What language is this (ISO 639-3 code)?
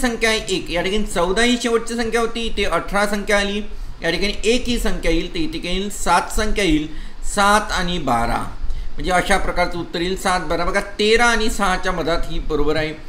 mar